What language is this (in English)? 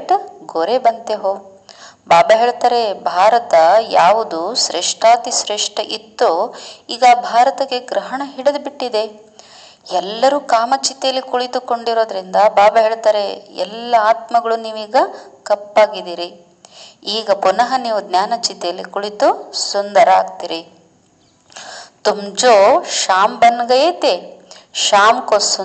Kannada